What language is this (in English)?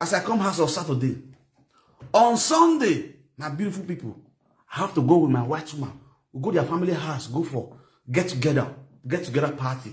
Nigerian Pidgin